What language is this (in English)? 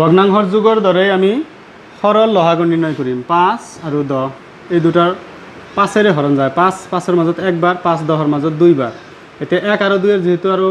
Assamese